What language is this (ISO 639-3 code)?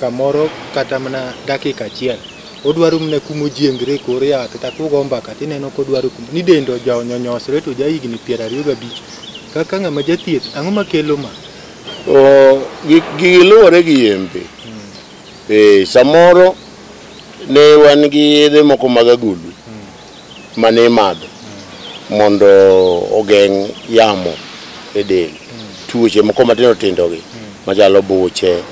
luo